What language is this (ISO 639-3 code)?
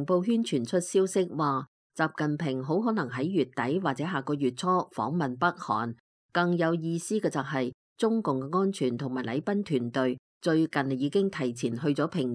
yue